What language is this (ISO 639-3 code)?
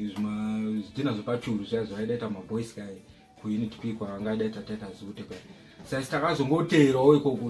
sna